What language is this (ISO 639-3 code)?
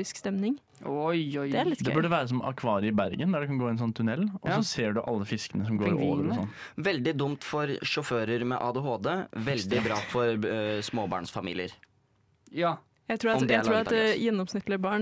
nor